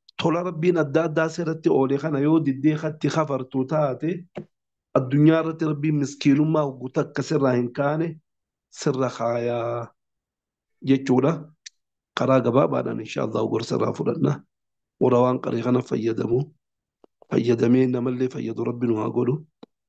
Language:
Oromo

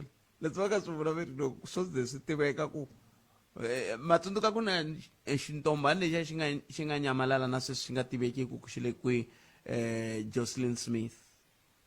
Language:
Tsonga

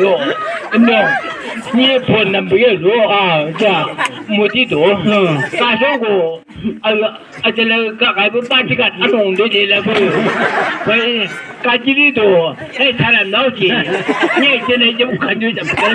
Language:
Chang Naga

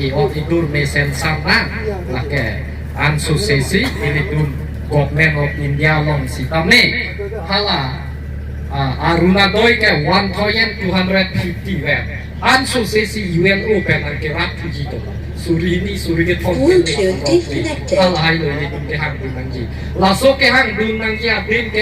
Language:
Karbi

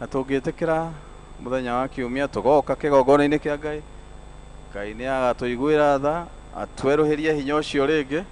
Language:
Kikuyu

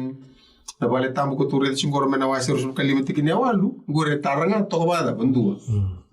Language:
Fijian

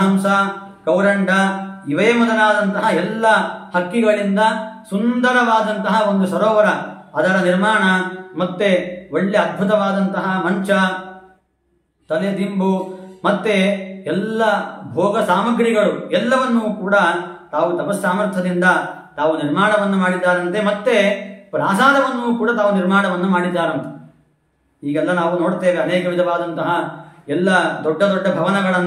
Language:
Kannada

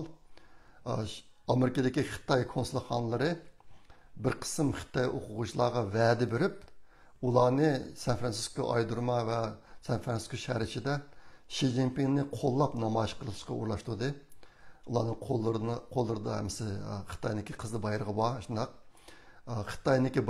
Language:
Uyghur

